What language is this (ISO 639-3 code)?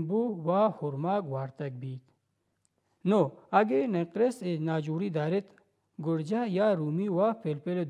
bal